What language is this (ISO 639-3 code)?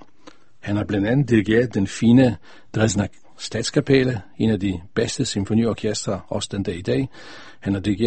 dan